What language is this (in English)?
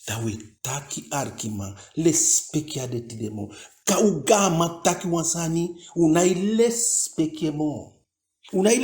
Eastern Maroon Creole